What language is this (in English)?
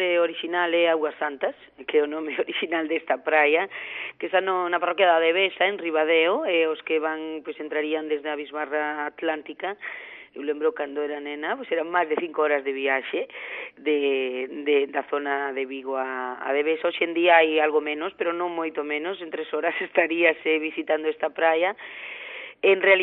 Galician